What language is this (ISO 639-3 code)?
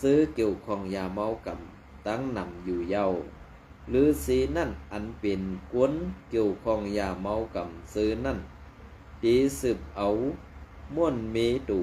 shn